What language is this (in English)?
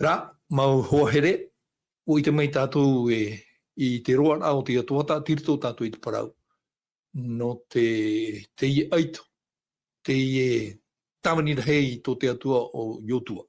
Tahitian